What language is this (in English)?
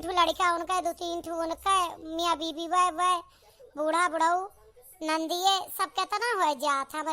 Awadhi